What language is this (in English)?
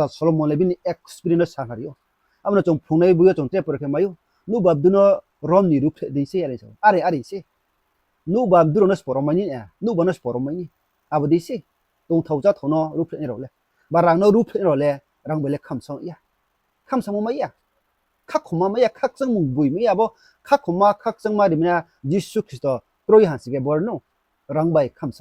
Riang (India)